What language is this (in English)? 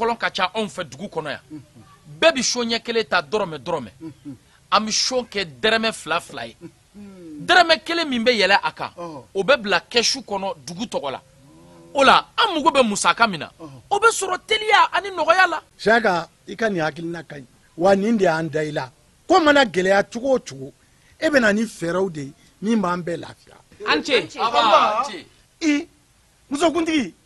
Bambara